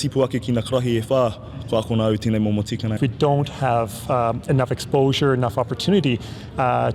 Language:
Māori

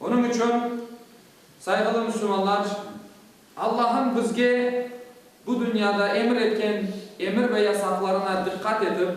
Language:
Crimean Tatar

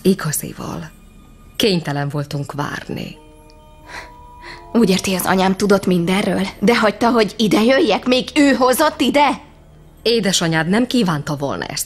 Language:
Hungarian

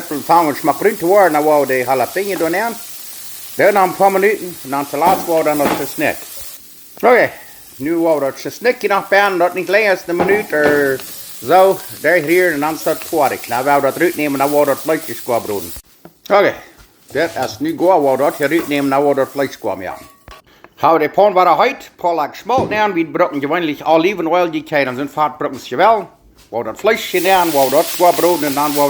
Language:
Plautdietsch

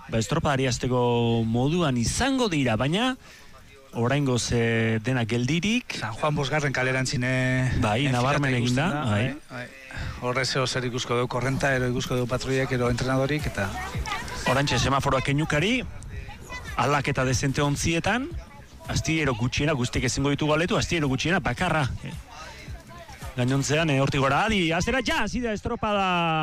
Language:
Basque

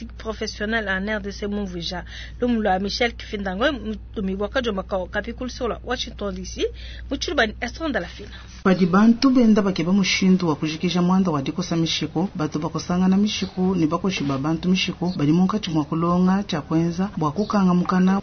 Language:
Luba-Lulua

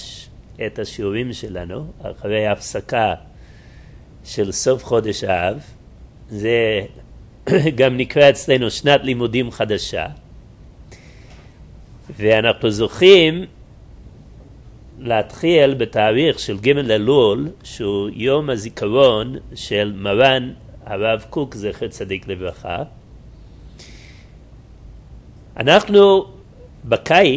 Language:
Hebrew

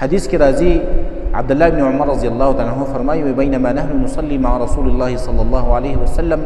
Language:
Pashto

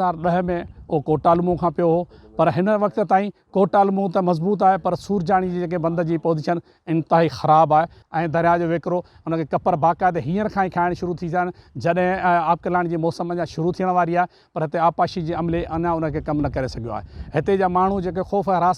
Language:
Sindhi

